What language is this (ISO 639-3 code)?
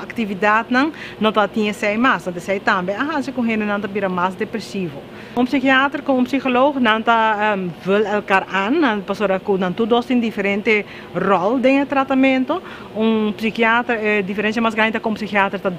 pap